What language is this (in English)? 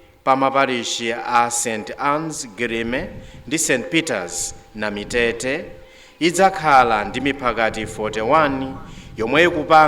Nyanja